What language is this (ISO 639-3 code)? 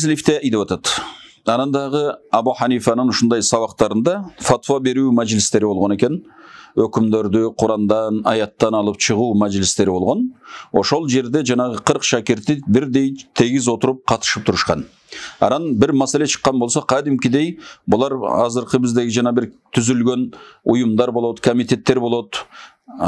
kir